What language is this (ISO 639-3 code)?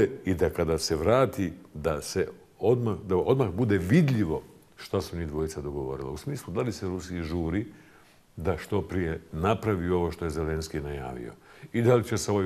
bos